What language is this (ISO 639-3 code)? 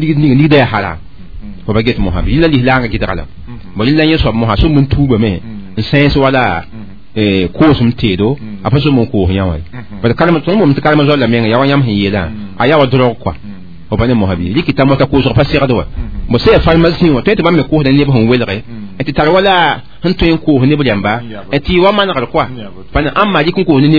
mos